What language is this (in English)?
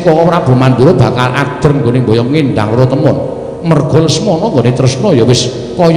Javanese